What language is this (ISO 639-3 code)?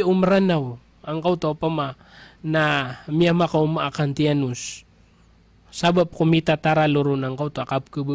mrw